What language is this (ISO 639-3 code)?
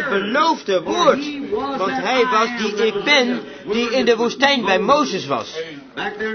nld